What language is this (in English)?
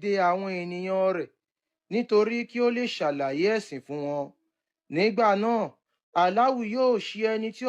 Yoruba